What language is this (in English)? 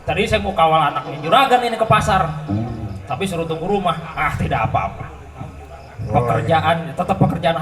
Betawi